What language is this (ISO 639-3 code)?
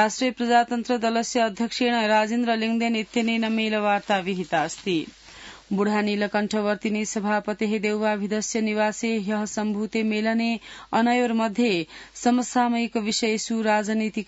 san